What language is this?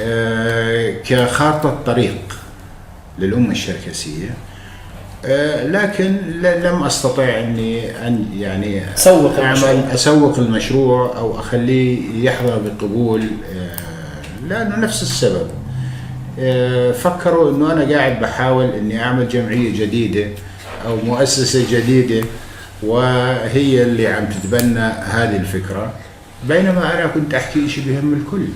North Levantine Arabic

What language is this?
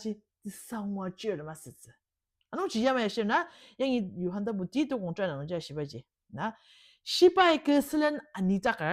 Ao Naga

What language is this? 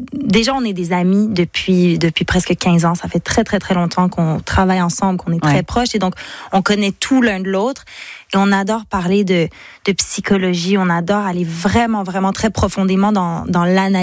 French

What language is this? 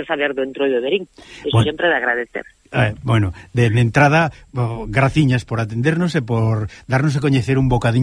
Galician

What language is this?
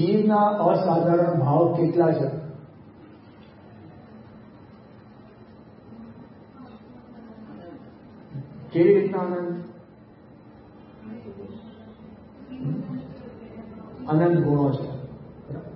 Gujarati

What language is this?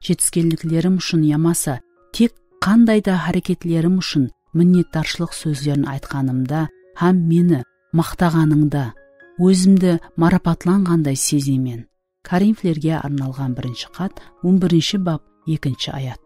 Kara-Kalpak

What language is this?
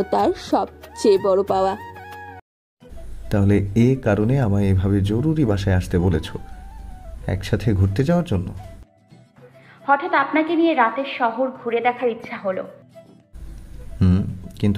Bangla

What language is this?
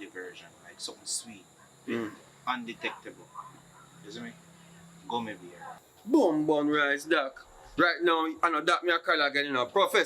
Jamaican Creole English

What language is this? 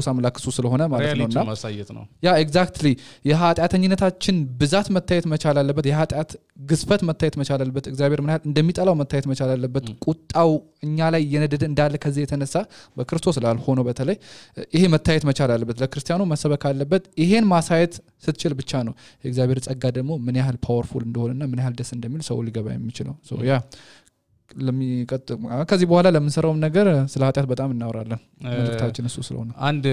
Amharic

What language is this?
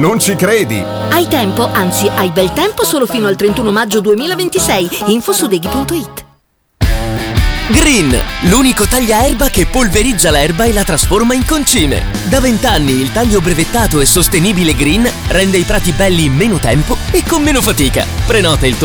Italian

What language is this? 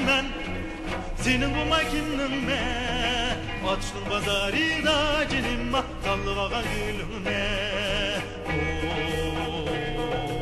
Uyghur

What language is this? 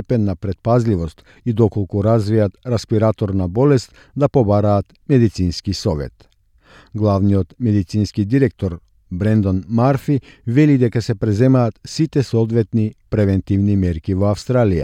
Macedonian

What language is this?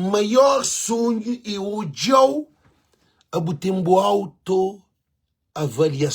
Kabuverdianu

